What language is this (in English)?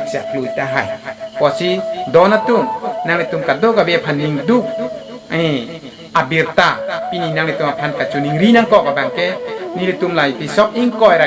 Karbi